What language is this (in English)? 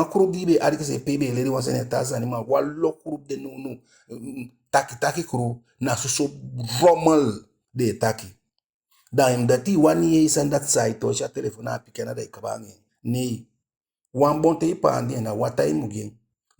Eastern Maroon Creole